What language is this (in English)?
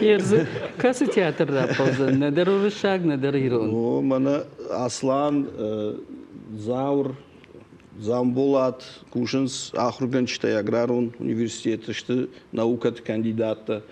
Ossetic